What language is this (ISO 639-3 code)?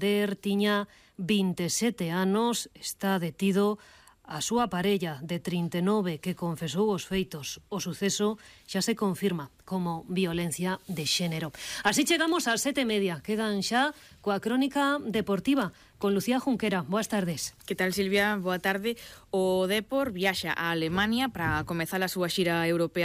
glg